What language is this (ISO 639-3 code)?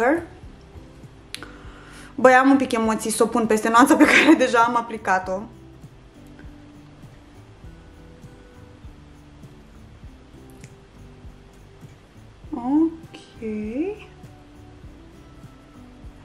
ron